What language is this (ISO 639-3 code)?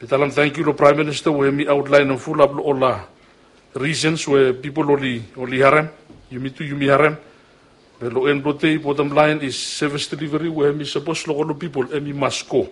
bis